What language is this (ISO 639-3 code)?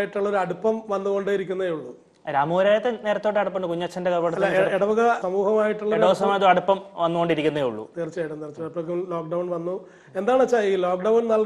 mal